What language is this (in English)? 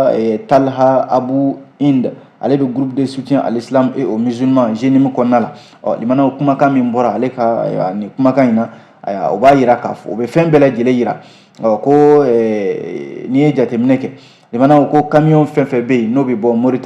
Bambara